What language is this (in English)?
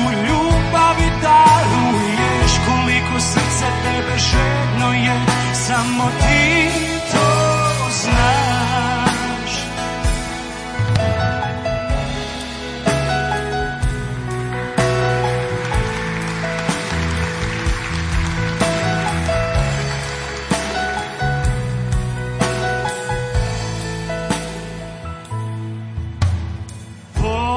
Croatian